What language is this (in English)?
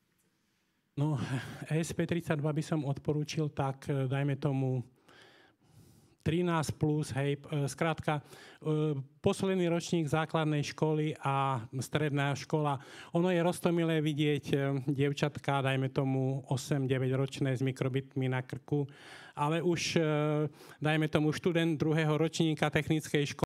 Slovak